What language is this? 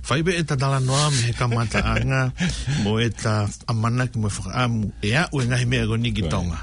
Tongan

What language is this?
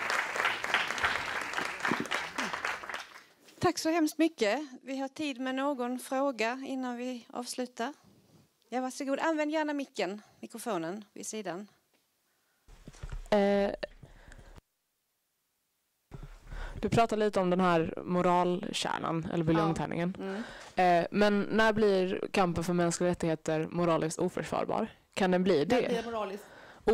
Swedish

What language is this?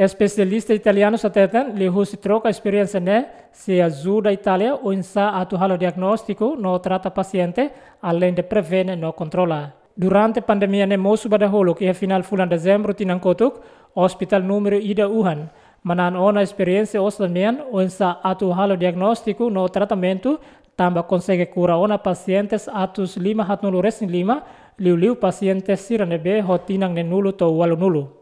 Tetum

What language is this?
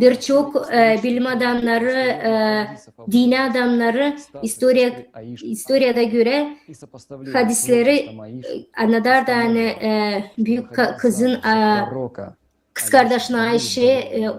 Gagauz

